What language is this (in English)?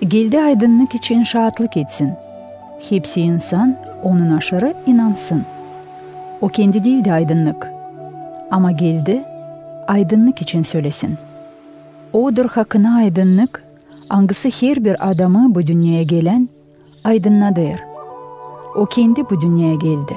Gagauz